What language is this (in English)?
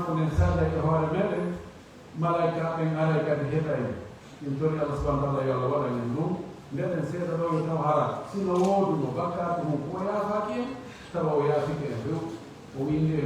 Pular